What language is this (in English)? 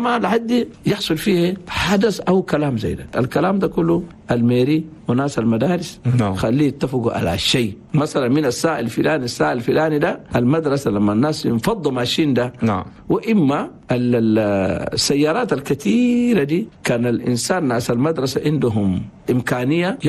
Chadian Arabic